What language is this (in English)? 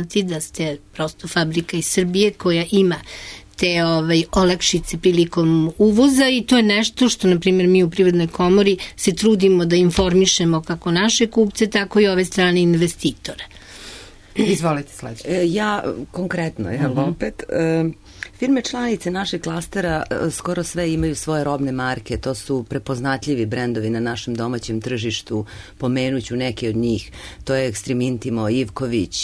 Serbian